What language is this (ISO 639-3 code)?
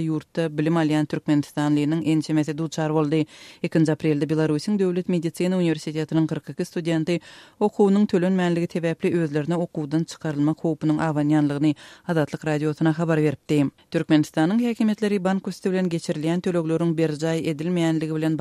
tuk